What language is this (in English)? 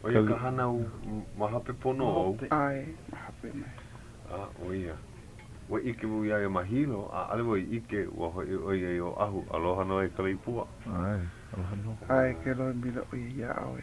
Hawaiian